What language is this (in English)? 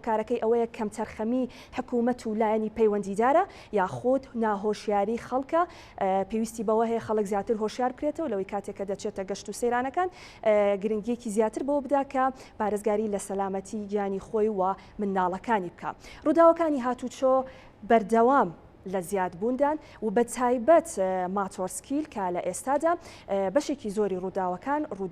Central Kurdish